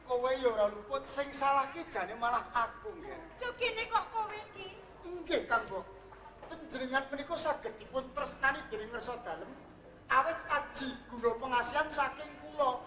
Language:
Javanese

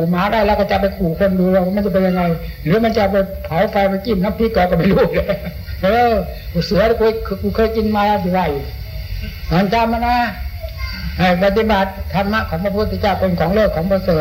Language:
Thai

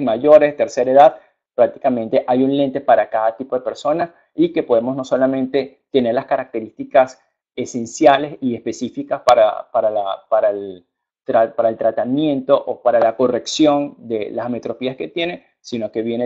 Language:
Spanish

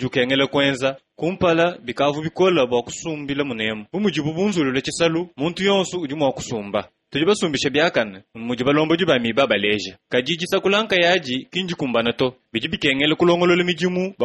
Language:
Luba-Lulua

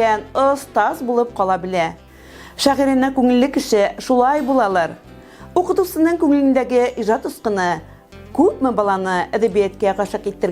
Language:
Bashkir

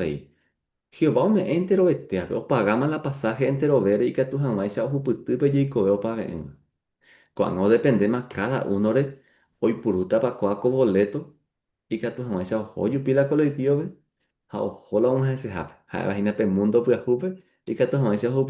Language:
Guarani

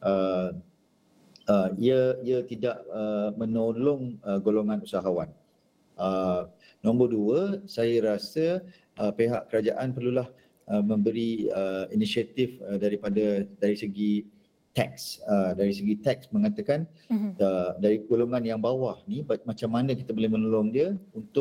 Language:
Malay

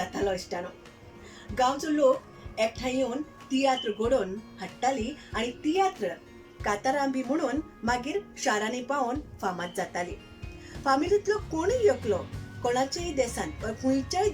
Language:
Konkani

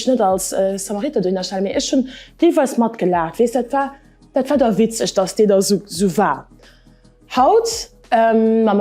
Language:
Luxembourgish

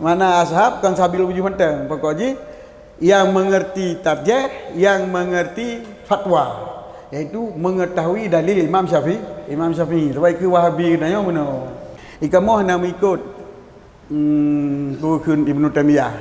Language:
Achinese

